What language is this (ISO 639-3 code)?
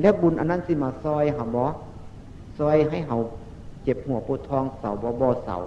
tts